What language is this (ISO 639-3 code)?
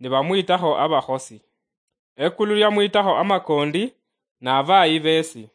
luy